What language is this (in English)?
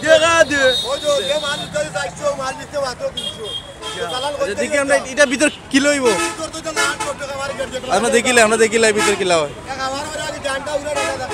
Sylheti